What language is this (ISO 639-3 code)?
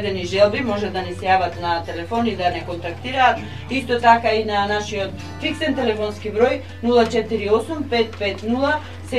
mkd